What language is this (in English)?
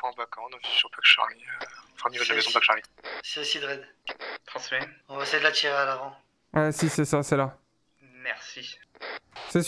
French